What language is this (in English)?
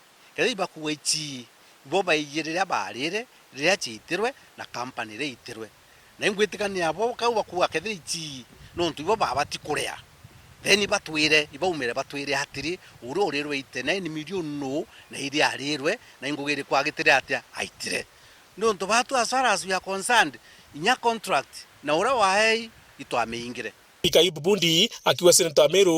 Meru